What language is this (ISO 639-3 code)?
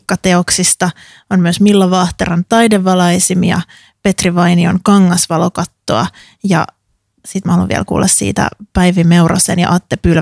fin